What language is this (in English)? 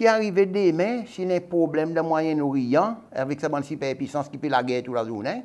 Seselwa Creole French